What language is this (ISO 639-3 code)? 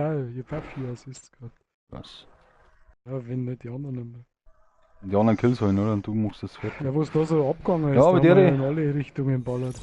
bar